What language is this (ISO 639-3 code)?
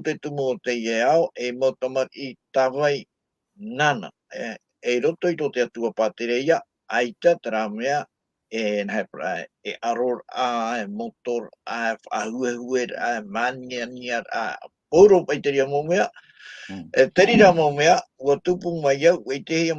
tah